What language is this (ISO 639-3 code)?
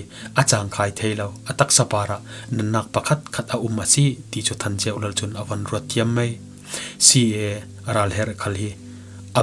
cfm